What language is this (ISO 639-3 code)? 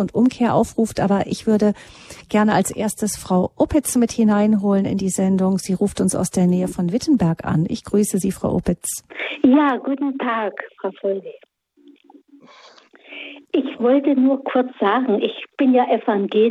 deu